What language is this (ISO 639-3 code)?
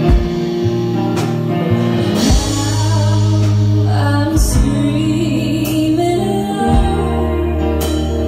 eng